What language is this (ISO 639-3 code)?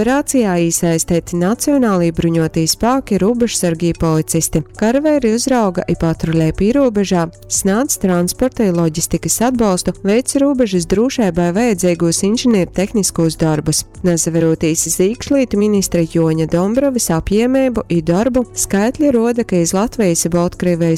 ltg